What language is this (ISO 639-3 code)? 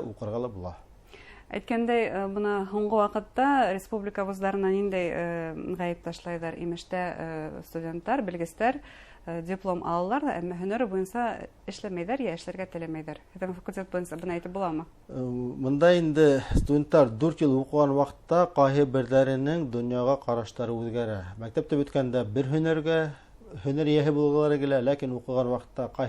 bak